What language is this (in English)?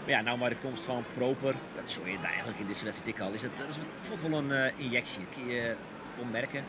Western Frisian